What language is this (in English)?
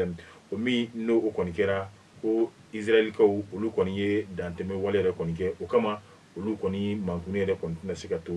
Bambara